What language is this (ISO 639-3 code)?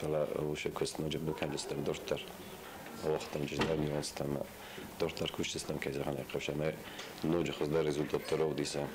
oss